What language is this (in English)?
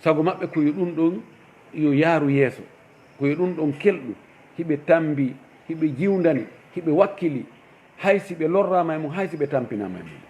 Fula